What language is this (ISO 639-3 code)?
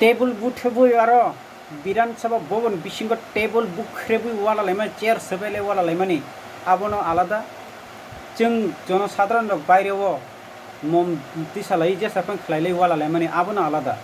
trp